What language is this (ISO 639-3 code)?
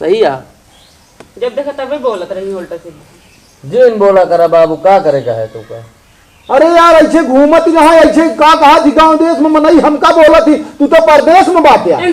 awa